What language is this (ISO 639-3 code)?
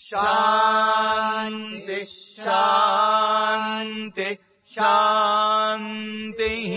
san